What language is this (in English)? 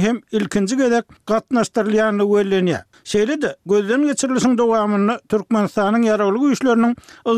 Turkmen